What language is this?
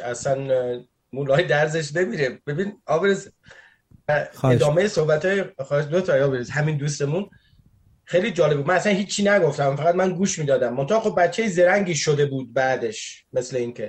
Persian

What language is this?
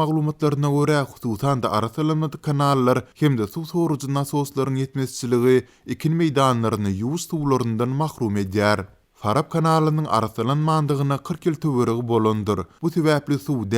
Turkmen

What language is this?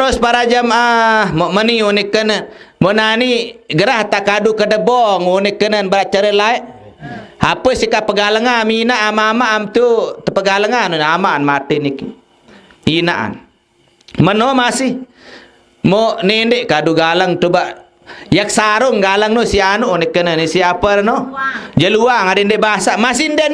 Sasak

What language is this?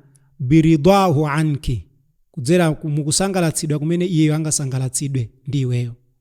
Nyanja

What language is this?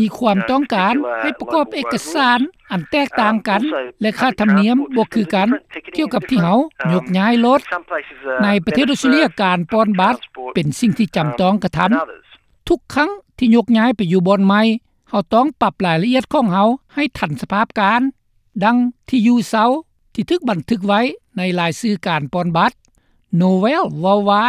Lao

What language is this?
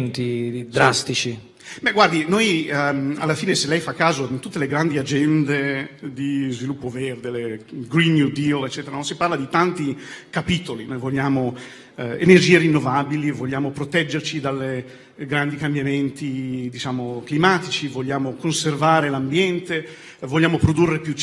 Italian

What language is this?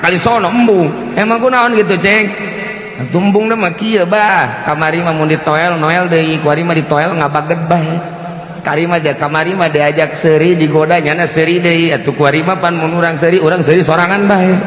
Sundanese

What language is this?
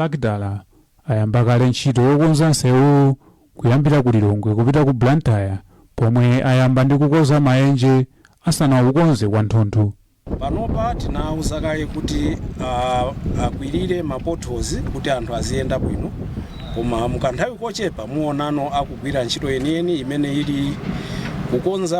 Nyanja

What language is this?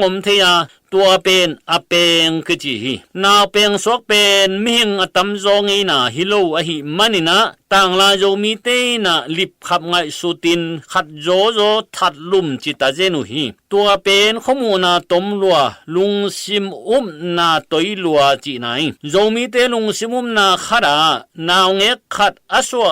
Tedim Chin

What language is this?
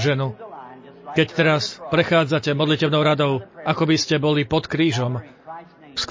Slovak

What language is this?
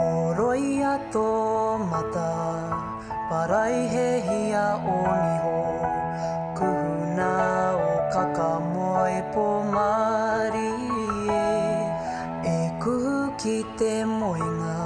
Māori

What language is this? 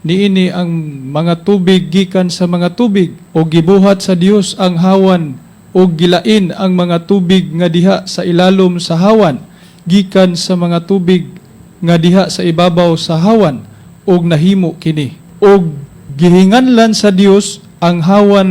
Cebuano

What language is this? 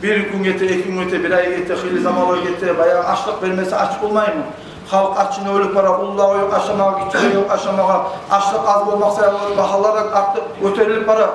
Kumyk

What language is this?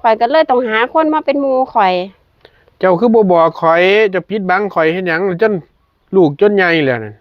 Northeastern Thai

